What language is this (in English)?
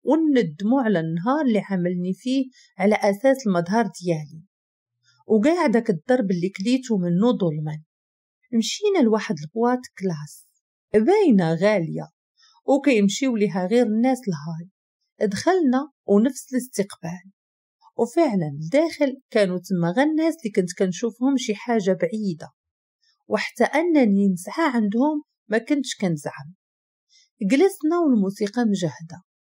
Moroccan Arabic